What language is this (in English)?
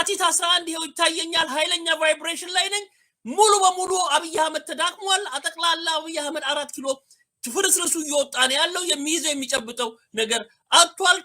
Amharic